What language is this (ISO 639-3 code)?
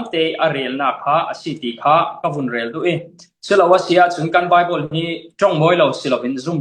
cfm